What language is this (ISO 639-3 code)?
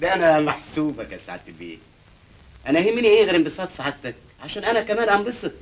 arz